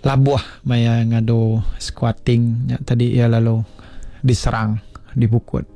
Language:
Iban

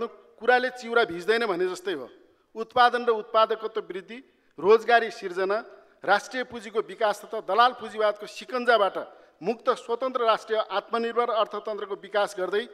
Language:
Nepali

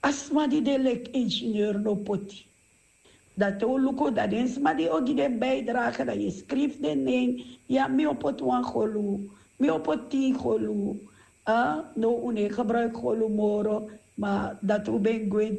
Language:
Sranan Tongo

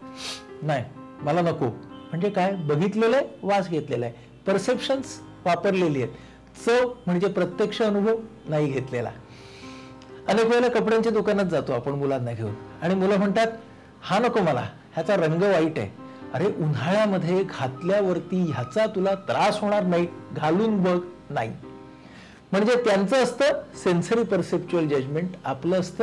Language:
Marathi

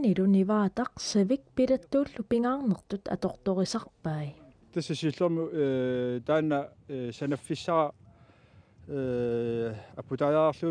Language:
Kalaallisut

